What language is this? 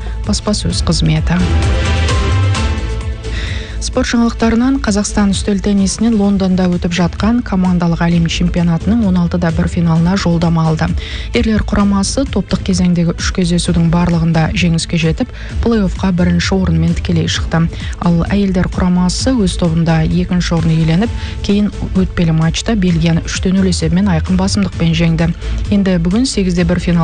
Kazakh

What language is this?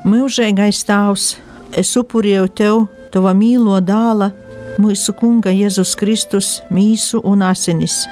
Latgalian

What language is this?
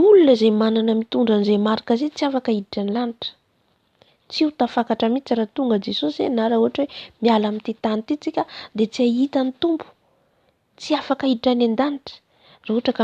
Malagasy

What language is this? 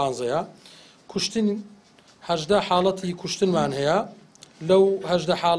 Central Kurdish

